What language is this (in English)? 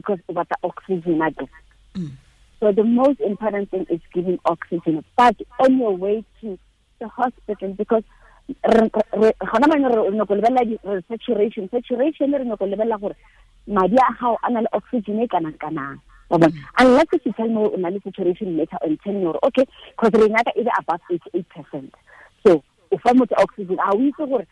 Tswana